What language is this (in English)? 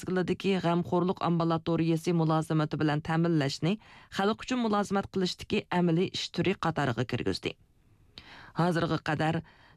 Uyghur